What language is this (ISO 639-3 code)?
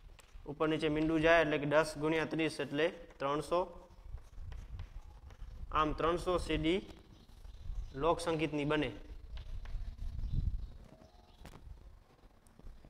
guj